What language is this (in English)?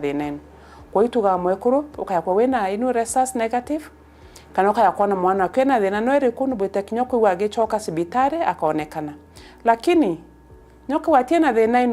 Meru